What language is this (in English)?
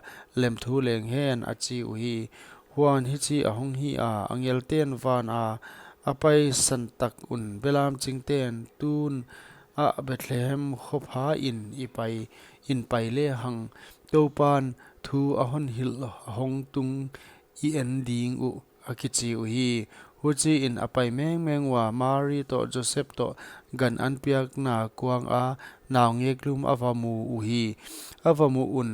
Paite Chin